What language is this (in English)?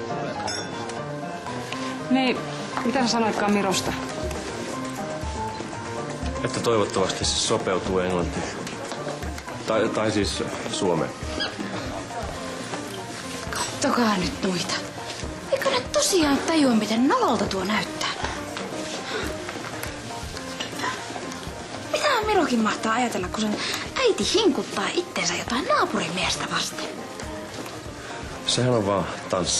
Finnish